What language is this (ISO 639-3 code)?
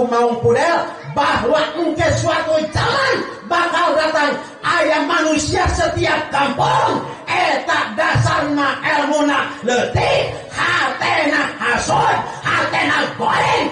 sun